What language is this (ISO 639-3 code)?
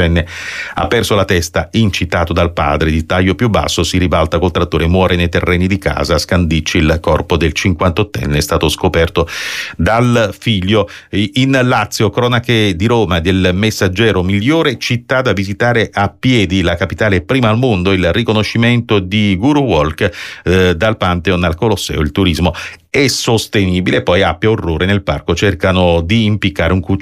ita